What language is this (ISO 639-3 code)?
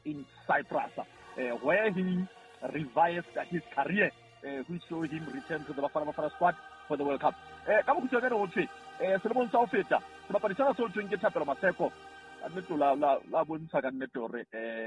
sot